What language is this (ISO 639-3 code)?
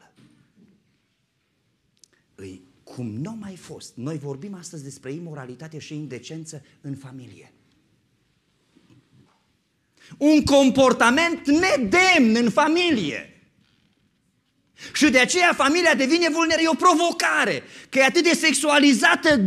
ron